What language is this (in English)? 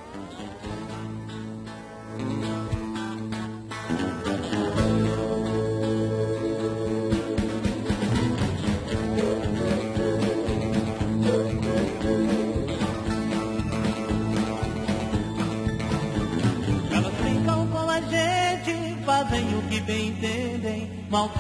Portuguese